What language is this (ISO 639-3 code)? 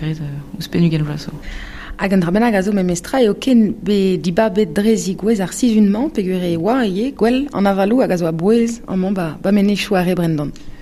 bre